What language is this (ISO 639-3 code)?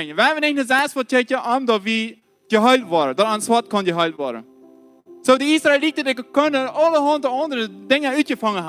pdt